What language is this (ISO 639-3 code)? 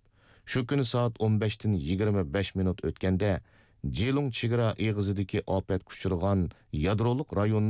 uig